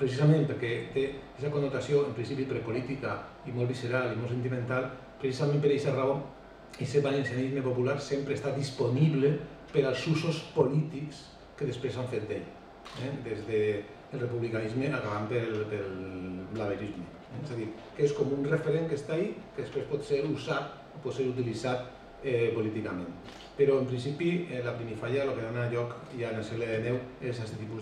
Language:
Catalan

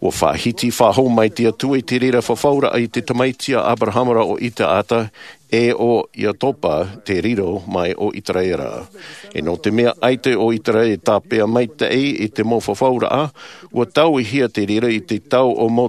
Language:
Tahitian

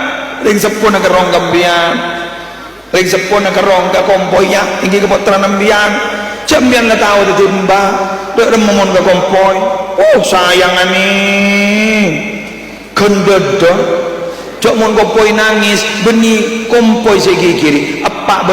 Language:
Madurese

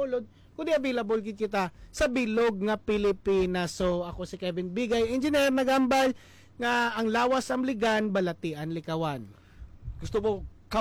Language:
Hiligaynon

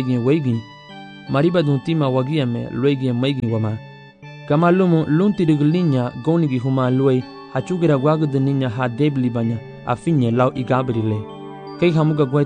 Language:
Garifuna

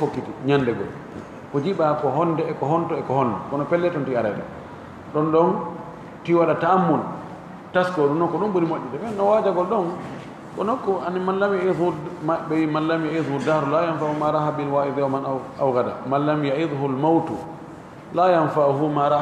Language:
Fula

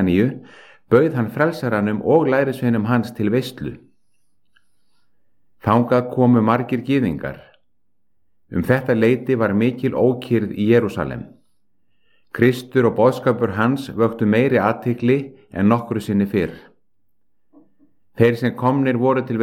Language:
Icelandic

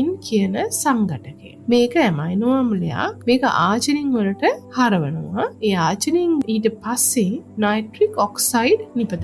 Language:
Sinhala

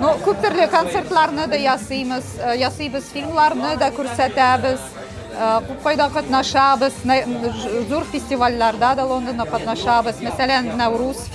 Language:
Tatar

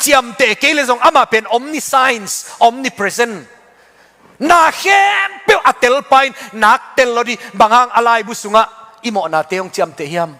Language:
Tedim Chin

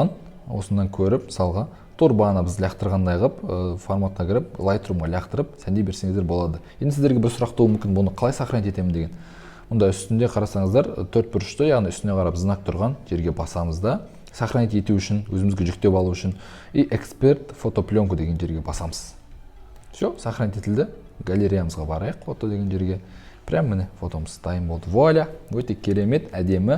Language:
Kazakh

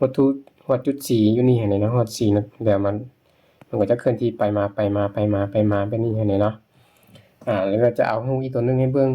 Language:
Lao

